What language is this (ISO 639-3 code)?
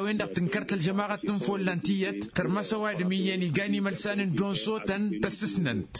taq